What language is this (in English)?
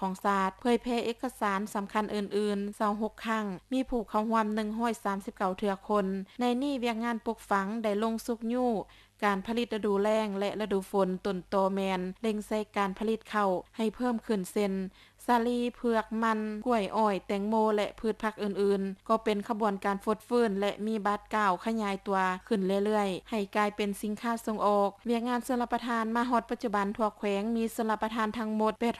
Lao